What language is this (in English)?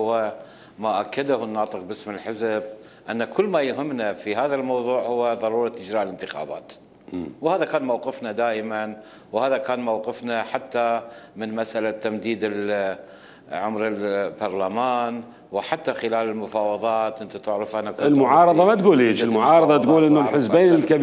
Mesopotamian Arabic